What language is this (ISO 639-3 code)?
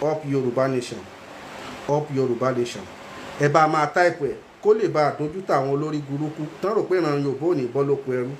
yor